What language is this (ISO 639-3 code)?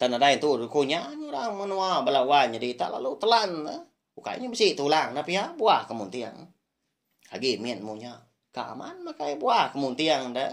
iba